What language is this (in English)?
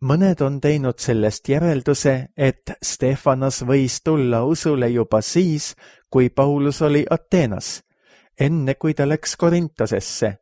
Estonian